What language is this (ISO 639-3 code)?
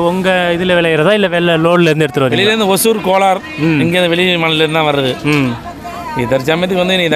tam